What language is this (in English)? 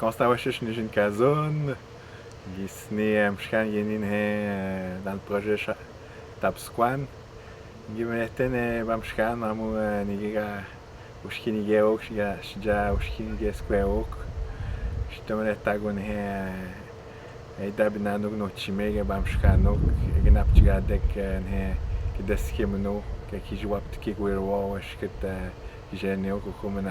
Atikamekw